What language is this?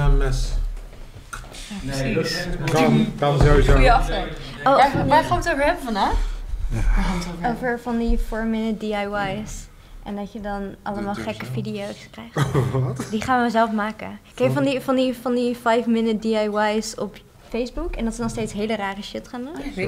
Dutch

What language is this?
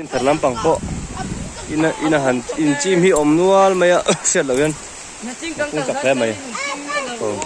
Mizo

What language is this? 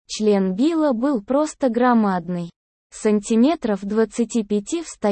Russian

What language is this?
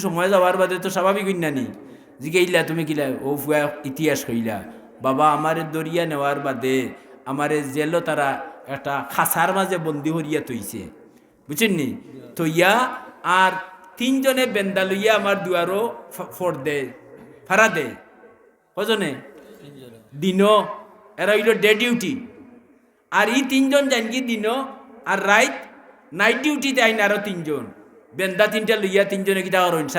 Sylheti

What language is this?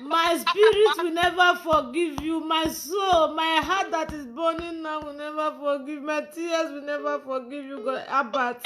Nigerian Pidgin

